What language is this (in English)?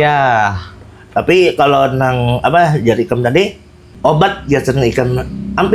Banjar